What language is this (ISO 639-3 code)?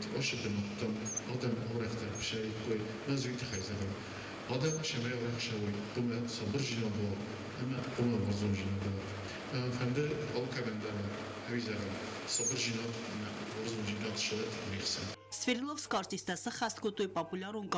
oss